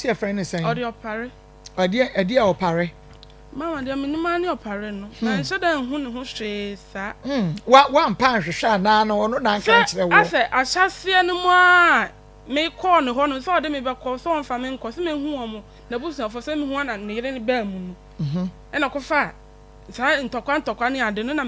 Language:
Akan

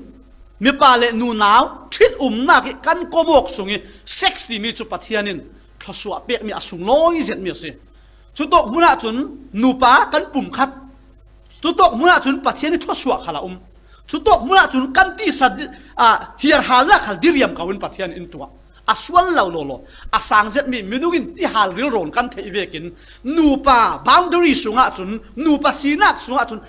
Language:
Falam Chin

